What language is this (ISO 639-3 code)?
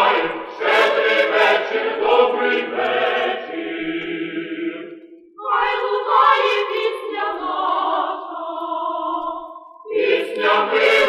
ukr